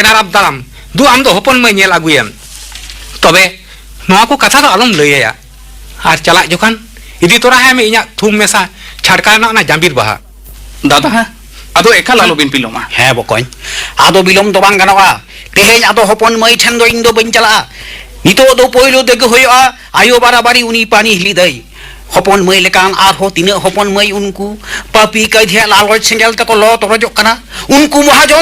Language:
Santali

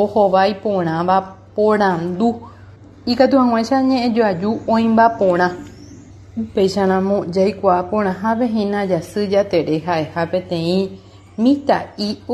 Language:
Guarani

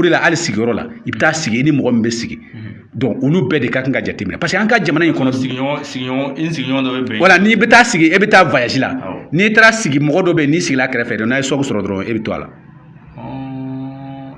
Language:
Bambara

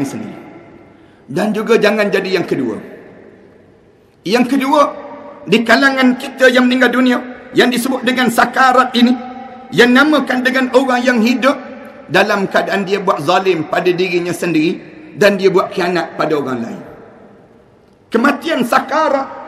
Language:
Malay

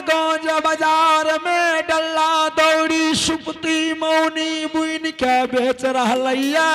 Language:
Angika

